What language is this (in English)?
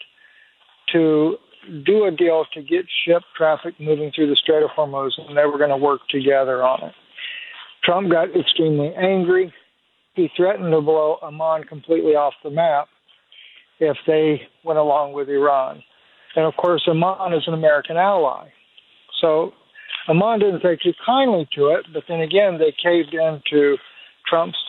English